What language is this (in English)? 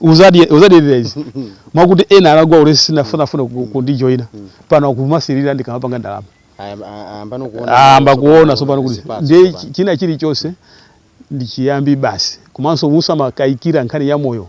Nyanja